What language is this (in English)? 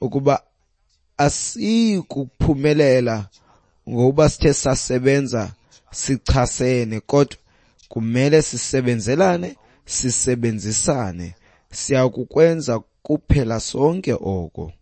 Xhosa